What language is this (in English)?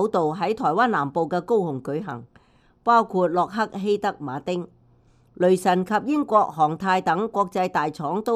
Cantonese